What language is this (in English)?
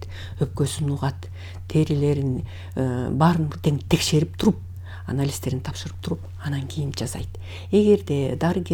Kyrgyz